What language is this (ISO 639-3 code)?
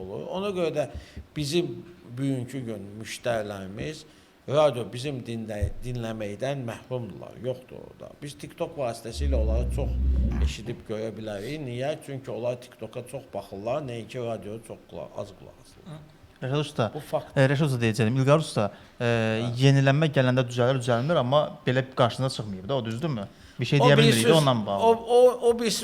aze